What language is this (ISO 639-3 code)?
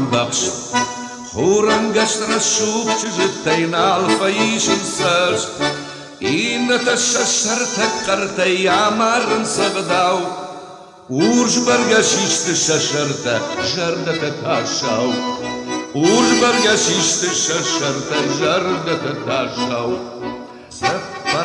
oss